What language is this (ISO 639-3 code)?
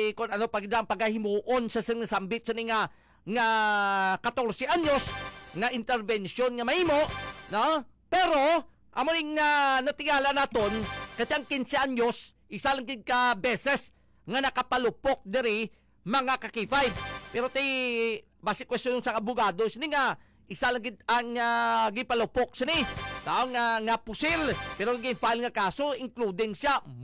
hil